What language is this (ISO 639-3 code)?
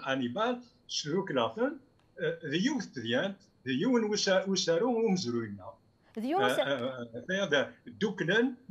kab